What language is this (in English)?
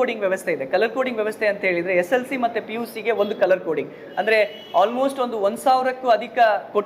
Kannada